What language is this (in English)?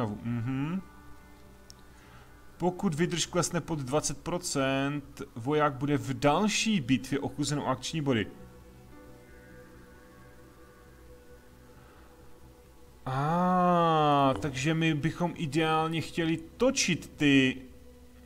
Czech